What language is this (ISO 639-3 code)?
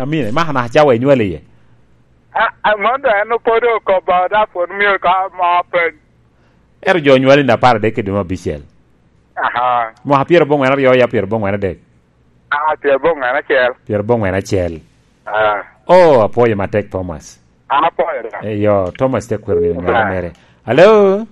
laj